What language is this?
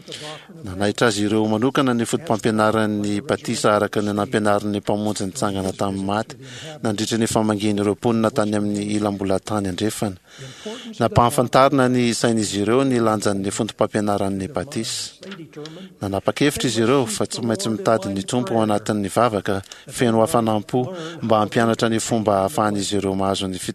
Malagasy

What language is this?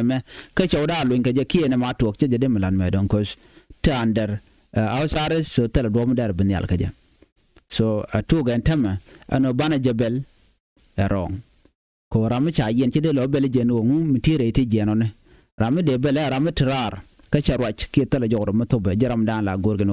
Nuer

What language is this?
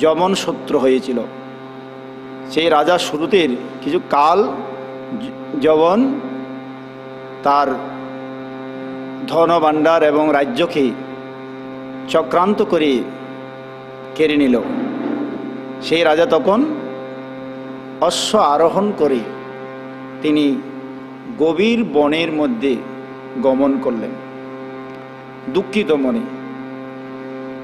Bangla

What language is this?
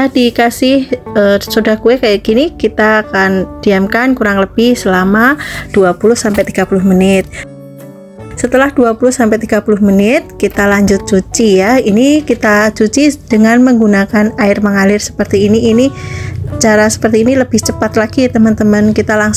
Indonesian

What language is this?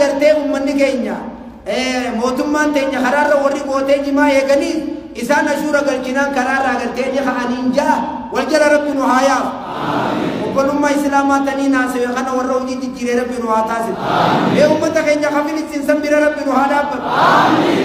Oromo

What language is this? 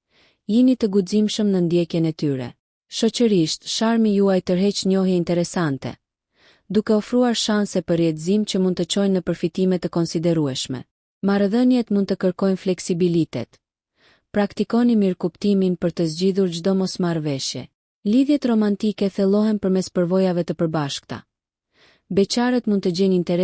Albanian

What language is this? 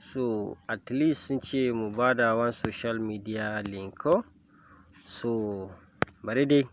Hausa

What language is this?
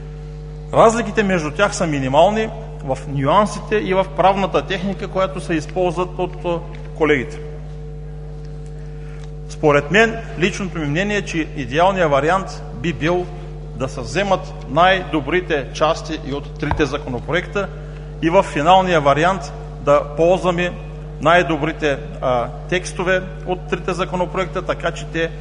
Bulgarian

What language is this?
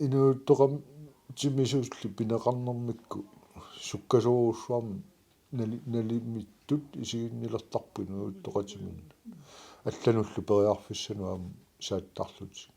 Kalaallisut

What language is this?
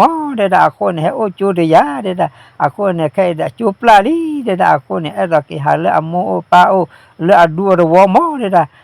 S'gaw Karen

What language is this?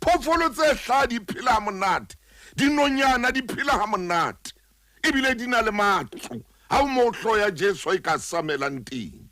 Southern Sotho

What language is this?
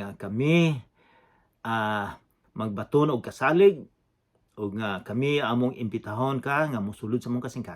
Cebuano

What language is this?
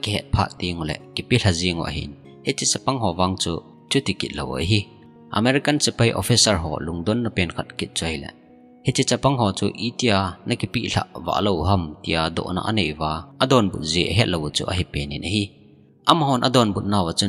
Thado Chin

